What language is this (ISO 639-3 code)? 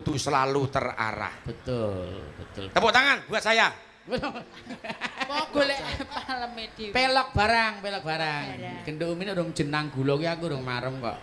jav